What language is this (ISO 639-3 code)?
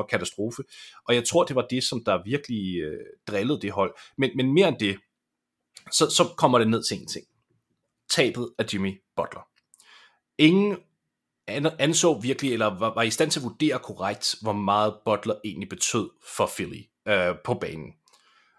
dan